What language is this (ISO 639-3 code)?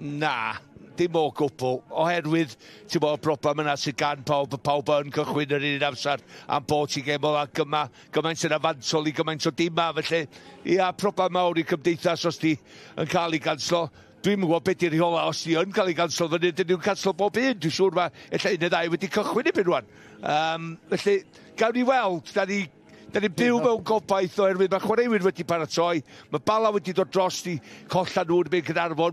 cym